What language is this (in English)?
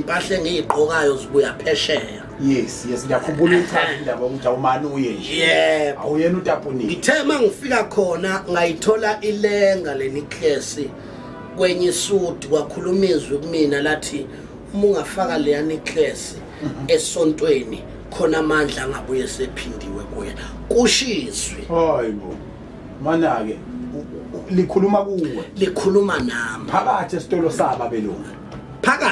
Zulu